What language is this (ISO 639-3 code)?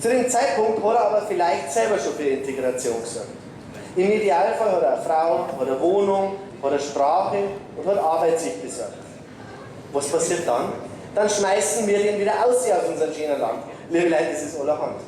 bar